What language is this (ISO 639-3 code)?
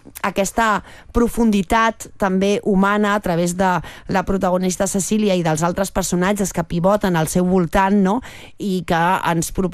cat